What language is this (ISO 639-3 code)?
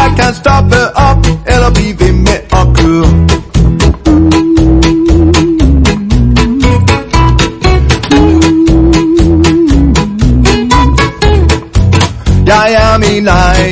dan